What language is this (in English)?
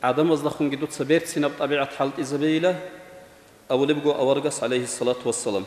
Avaric